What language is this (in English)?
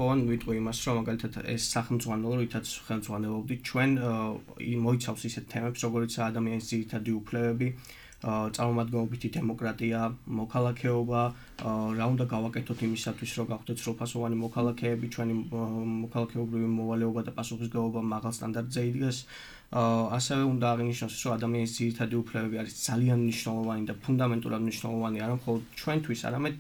Georgian